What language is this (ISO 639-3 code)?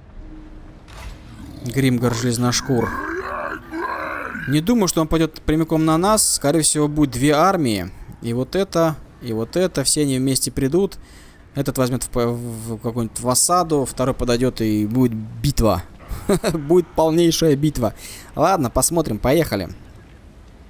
rus